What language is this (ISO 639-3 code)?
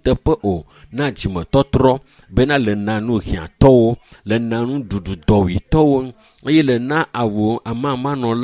ewe